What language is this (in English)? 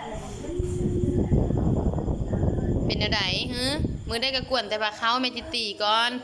Lao